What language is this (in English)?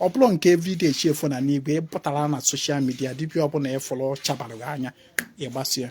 Igbo